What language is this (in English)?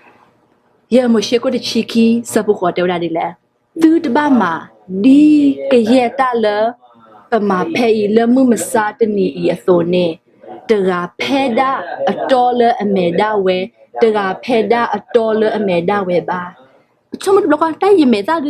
S'gaw Karen